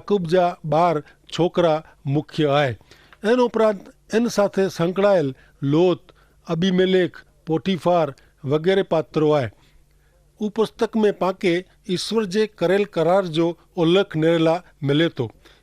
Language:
Kachhi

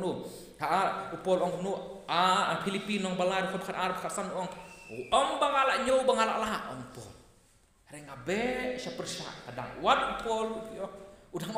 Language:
Khasi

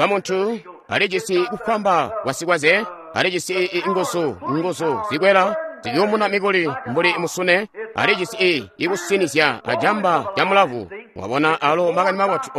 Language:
Tonga (Zambia)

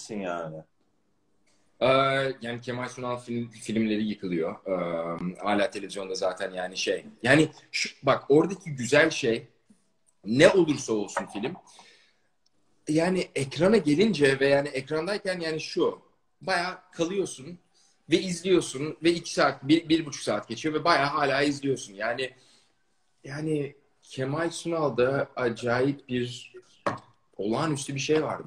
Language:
Turkish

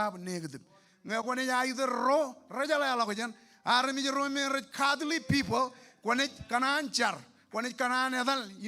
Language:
Marshallese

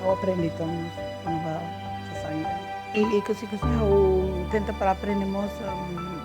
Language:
Tetum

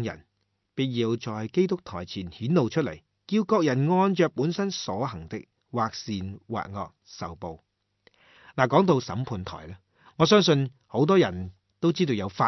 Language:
Cantonese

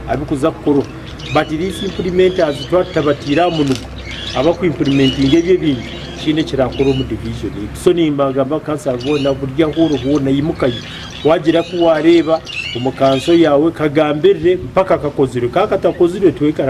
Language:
Nyankole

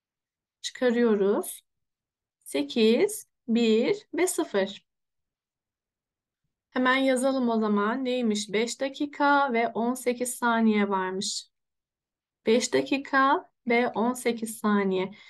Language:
Turkish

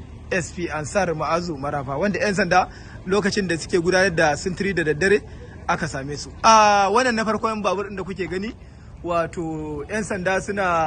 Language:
Hausa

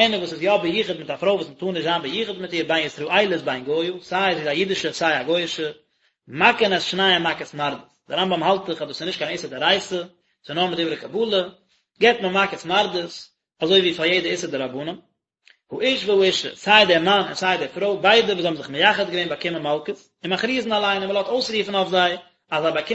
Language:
Yiddish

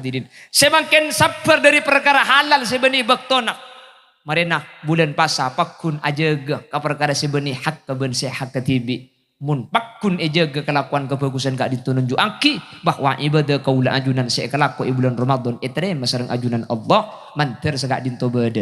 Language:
Madurese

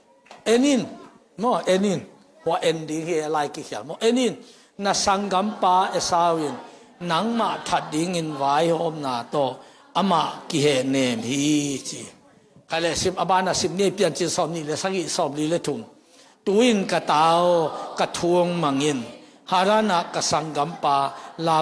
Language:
Tedim Chin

